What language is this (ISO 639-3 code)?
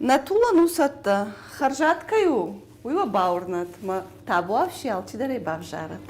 oss